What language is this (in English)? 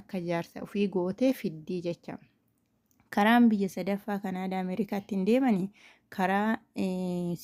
Oromo